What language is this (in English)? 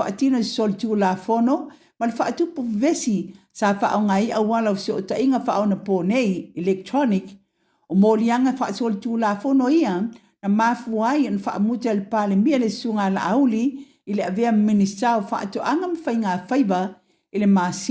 Samoan